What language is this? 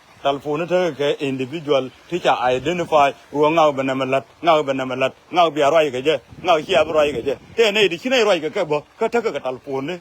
Nuer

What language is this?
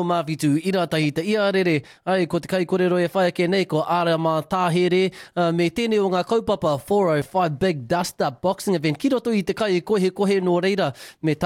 Māori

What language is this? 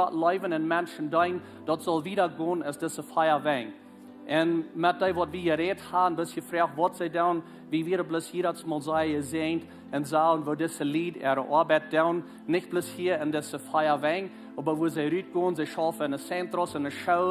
Plautdietsch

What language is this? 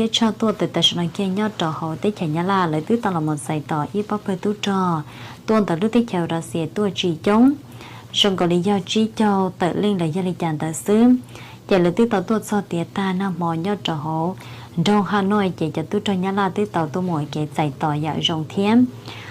Hmong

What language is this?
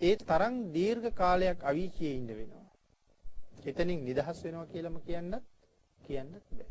Sinhala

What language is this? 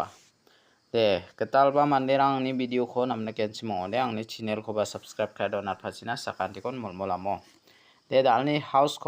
Garo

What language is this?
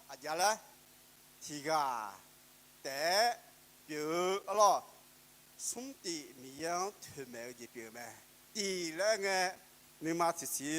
Akha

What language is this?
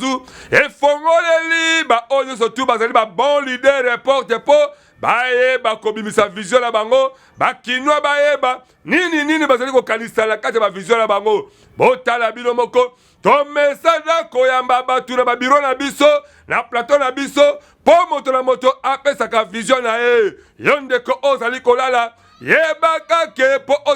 Lingala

